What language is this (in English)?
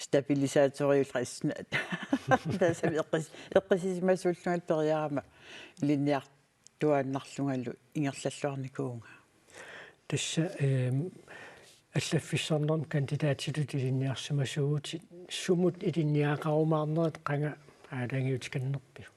Kalaallisut